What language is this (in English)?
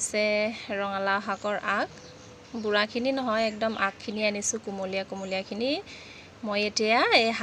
Assamese